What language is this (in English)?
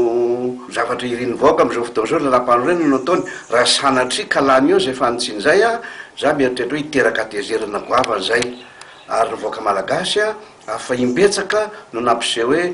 Malagasy